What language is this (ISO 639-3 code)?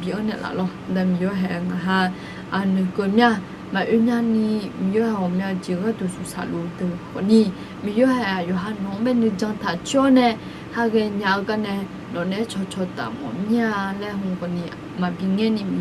ahk